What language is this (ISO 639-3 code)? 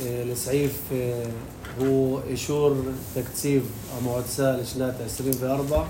apc